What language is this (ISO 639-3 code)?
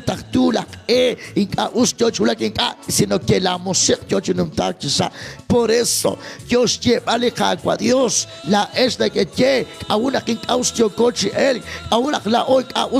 kek